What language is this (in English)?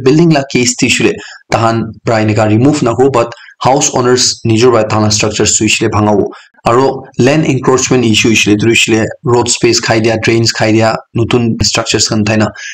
Naga Pidgin